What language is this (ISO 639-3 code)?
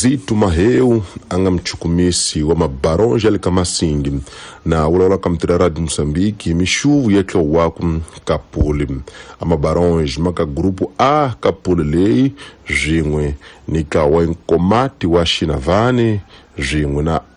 tso